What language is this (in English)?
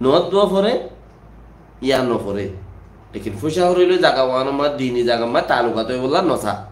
Rohingya